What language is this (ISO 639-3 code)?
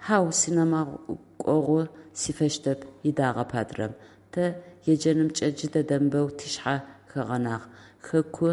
ady